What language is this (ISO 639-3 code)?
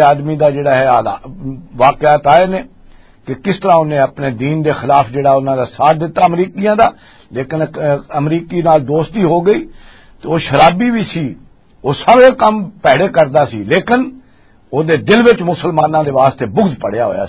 lah